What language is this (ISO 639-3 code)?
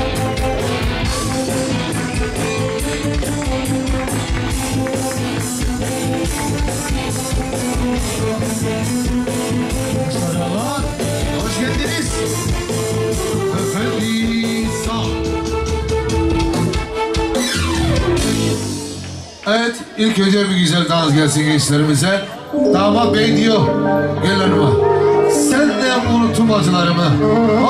tur